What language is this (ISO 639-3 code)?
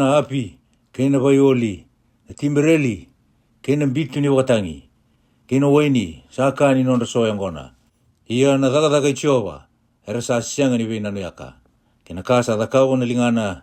fij